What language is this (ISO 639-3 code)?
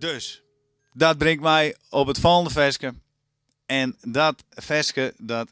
fry